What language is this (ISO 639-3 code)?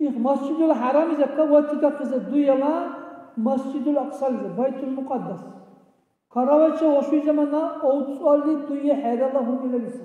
dar